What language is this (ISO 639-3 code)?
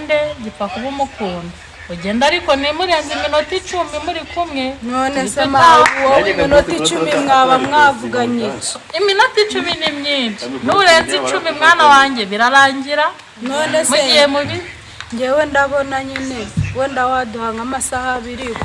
kin